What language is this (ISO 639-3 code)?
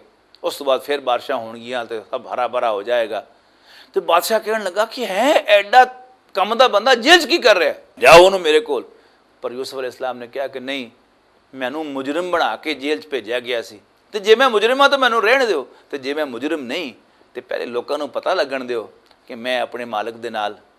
lah